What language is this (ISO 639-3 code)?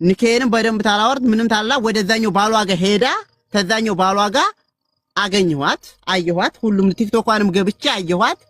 amh